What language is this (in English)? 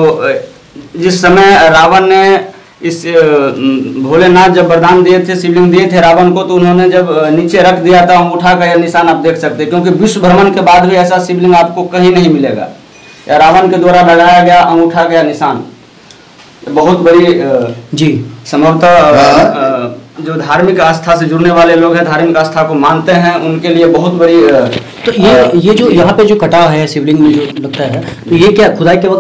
Hindi